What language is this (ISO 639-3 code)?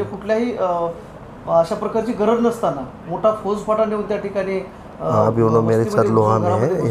mar